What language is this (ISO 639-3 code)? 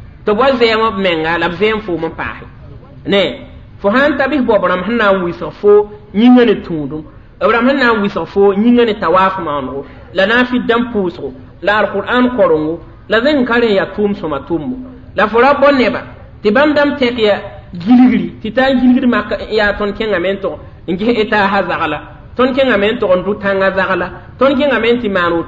mos